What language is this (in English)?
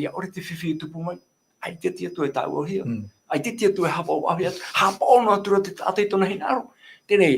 Tahitian